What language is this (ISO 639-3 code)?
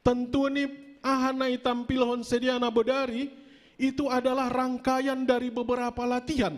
bts